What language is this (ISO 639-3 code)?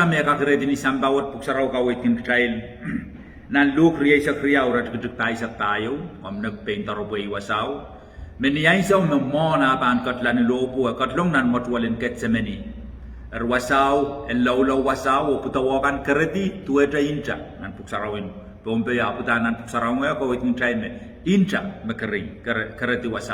pon